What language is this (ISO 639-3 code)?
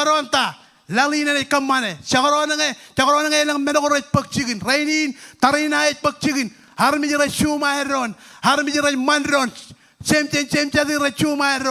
mah